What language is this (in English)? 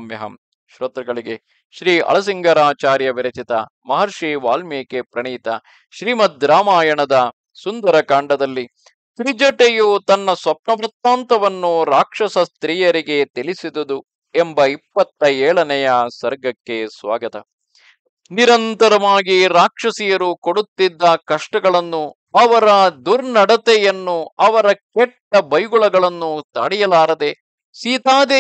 Kannada